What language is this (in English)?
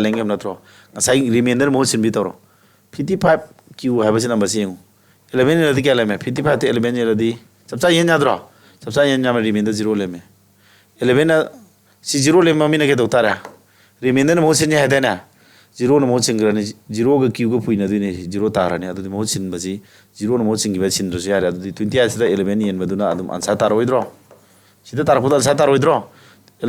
Manipuri